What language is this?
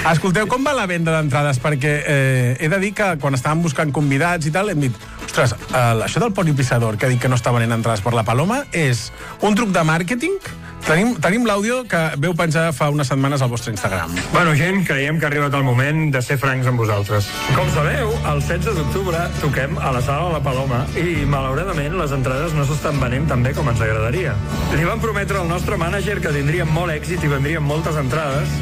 Catalan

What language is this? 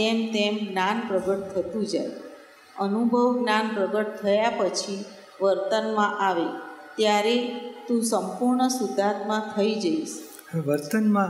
Gujarati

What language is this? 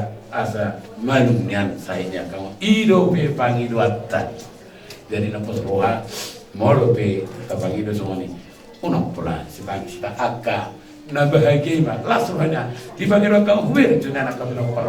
Batak Toba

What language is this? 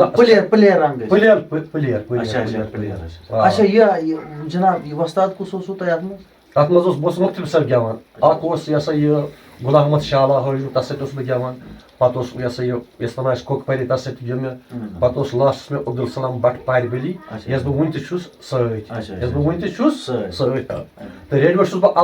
Kashmiri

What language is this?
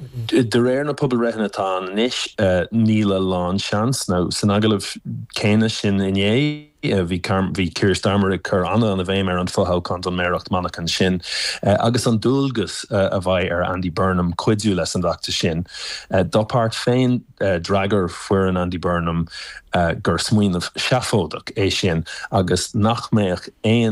Irish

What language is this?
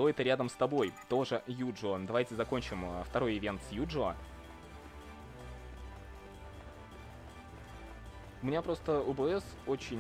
Russian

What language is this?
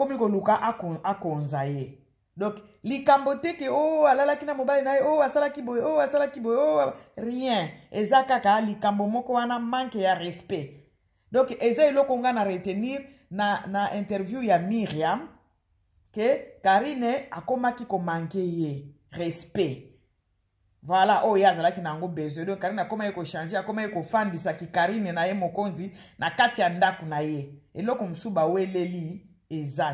Lingala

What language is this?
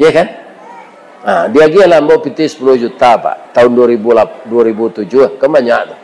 Minangkabau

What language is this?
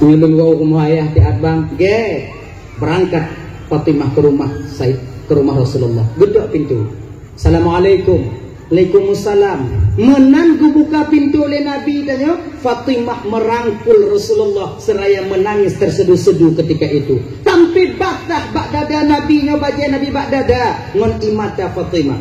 Achinese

